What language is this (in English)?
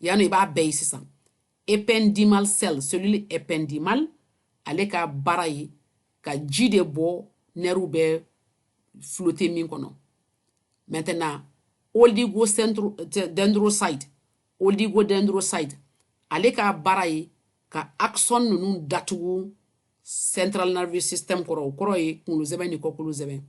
Bambara